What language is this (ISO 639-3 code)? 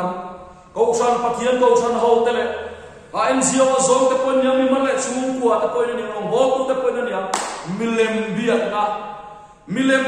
lus